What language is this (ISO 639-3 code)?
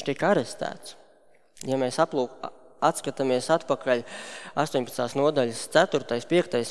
lav